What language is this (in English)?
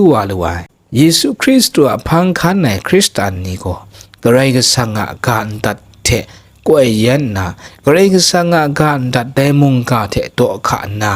Kachin